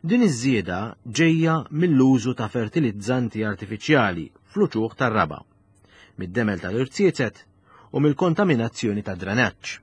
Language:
Maltese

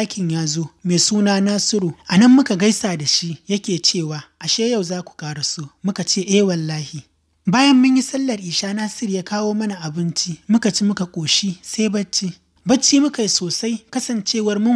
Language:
Hausa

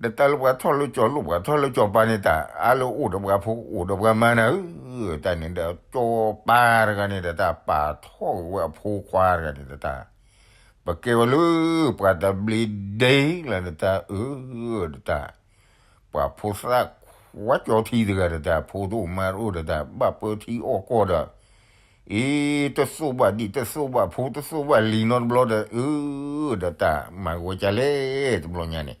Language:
S'gaw Karen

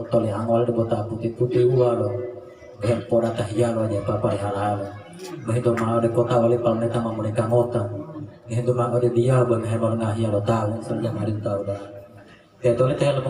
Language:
Gorontalo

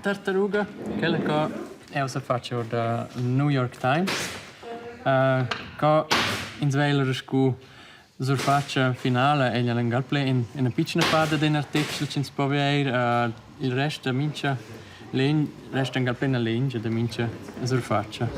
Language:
Romansh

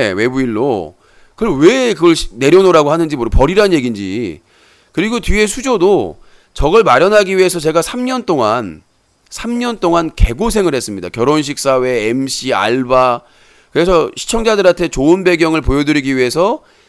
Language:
Korean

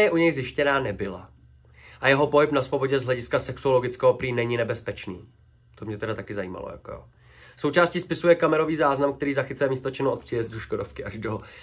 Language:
Czech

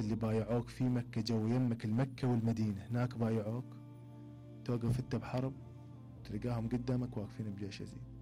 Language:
Mesopotamian Arabic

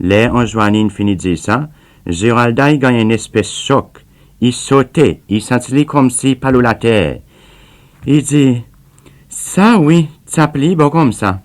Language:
Seselwa Creole French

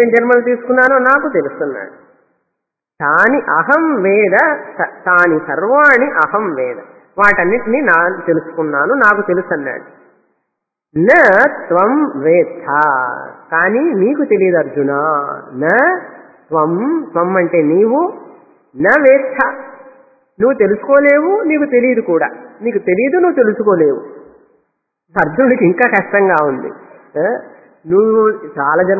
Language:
Telugu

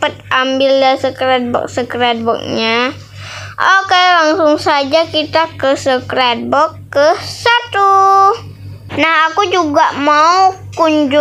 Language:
Indonesian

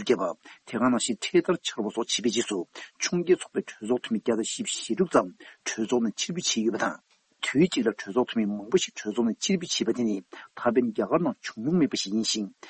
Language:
Tibetan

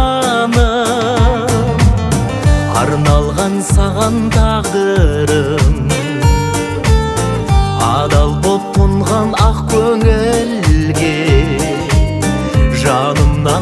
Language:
Kazakh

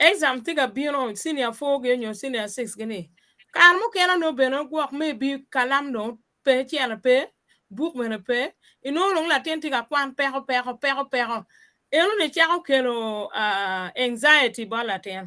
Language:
Acoli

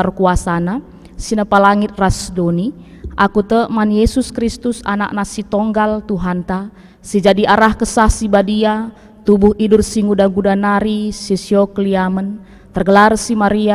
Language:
Batak Karo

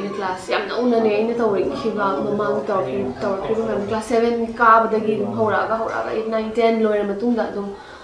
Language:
Manipuri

